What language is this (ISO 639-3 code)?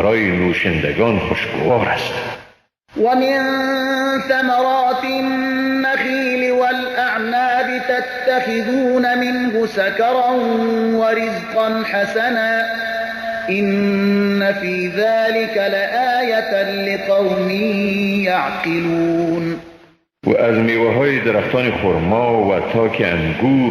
fas